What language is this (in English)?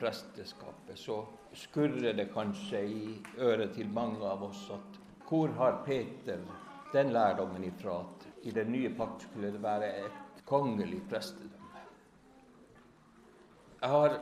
Norwegian